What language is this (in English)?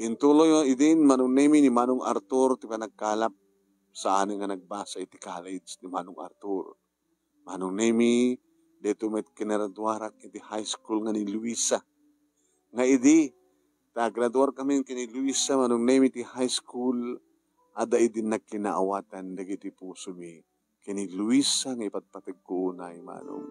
Iloko